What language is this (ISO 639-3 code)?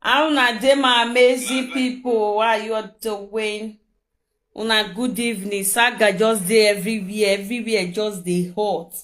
pcm